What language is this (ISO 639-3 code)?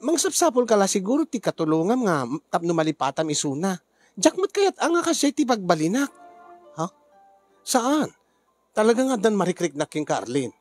ilo